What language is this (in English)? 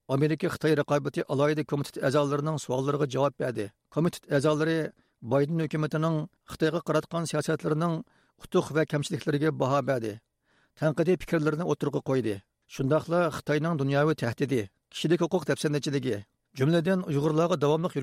Uyghur